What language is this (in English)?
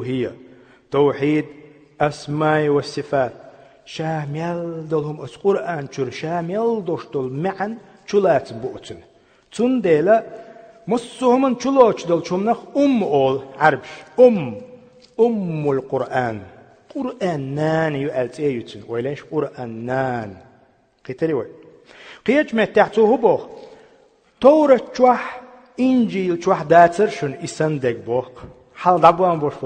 Chechen